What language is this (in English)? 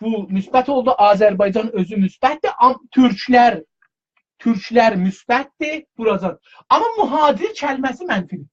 South Azerbaijani